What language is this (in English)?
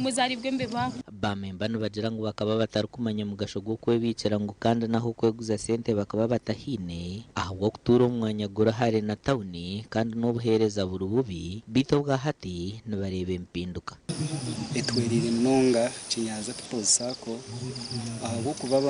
Nyankole